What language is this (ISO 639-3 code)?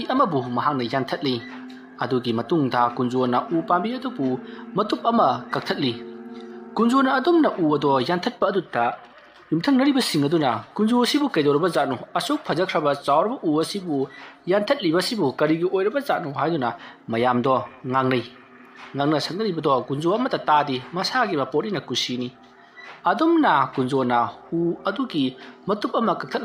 mni